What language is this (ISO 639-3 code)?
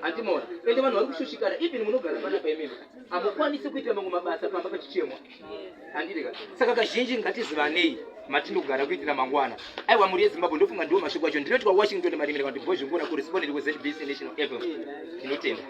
sna